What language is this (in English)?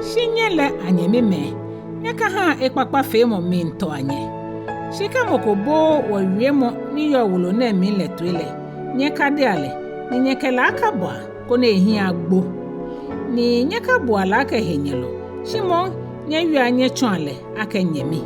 Ga